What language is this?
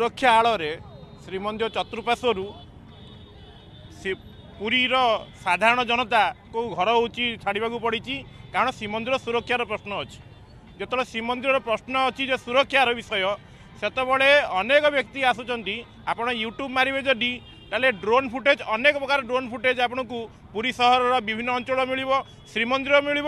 Odia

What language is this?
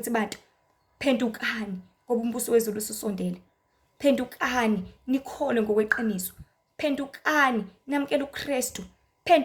Zulu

